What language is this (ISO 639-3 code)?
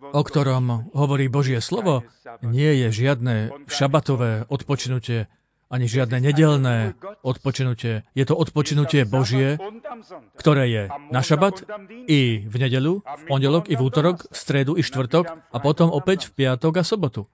slk